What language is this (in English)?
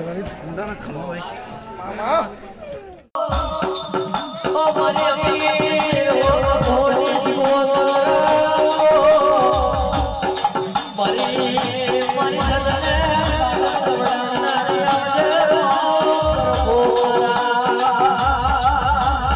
Gujarati